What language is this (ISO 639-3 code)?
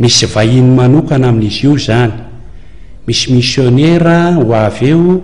mlg